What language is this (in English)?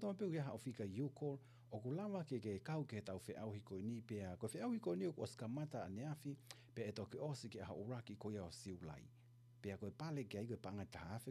Tongan